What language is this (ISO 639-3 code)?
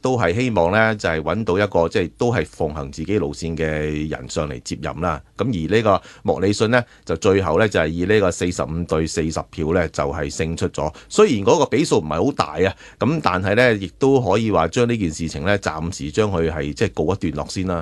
yue